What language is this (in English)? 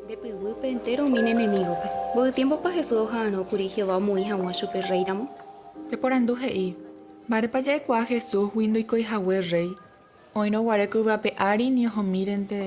Guarani